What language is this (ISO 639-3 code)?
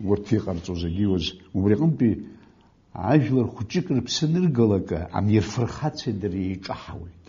abk